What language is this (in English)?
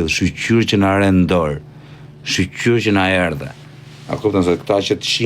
Albanian